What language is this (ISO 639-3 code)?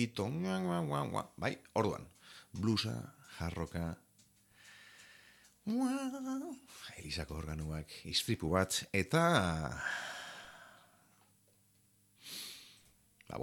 eus